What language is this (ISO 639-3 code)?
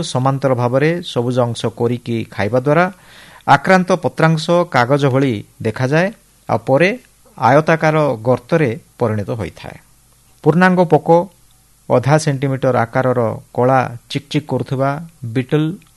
ori